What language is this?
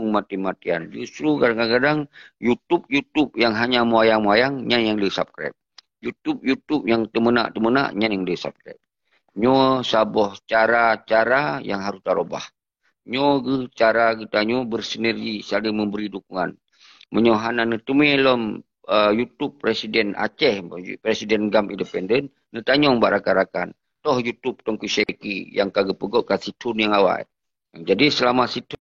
Achinese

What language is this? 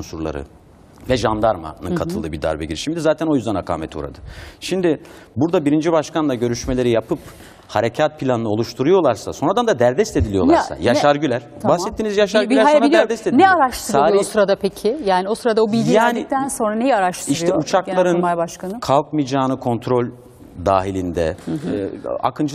Turkish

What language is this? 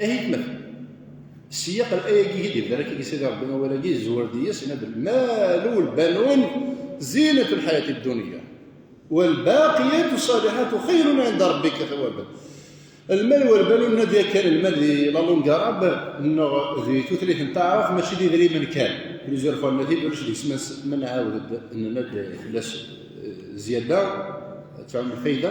Kabyle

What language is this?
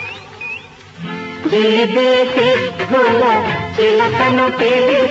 Telugu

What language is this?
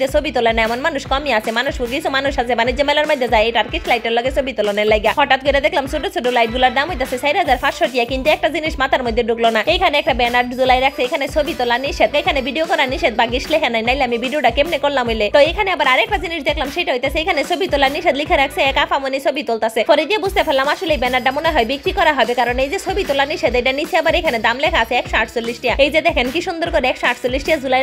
Bangla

